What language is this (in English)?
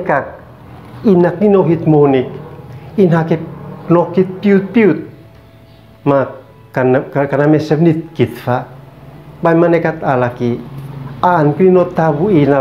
Uab Meto